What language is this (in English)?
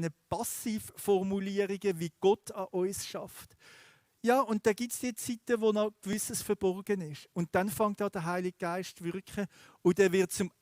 Swiss German